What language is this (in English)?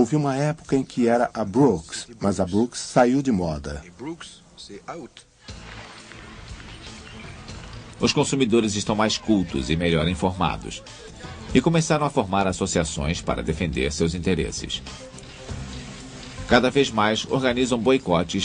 Portuguese